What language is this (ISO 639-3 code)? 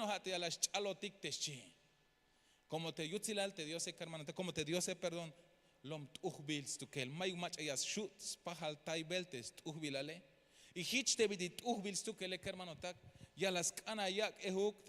tzh